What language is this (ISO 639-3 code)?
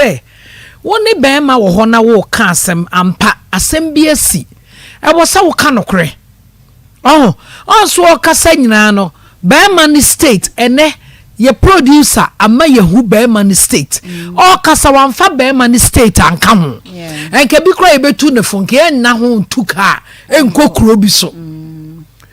aka